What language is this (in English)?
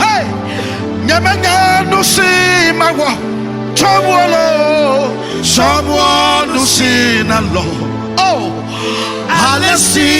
Ewe